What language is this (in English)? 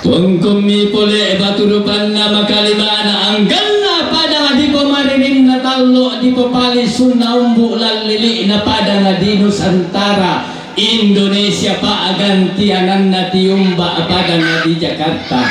Toraja-Sa'dan